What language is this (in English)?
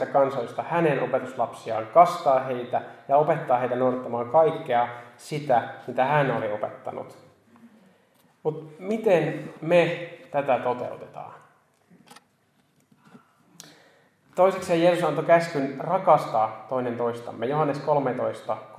Finnish